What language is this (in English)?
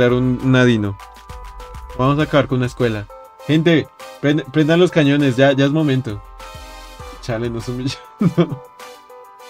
Spanish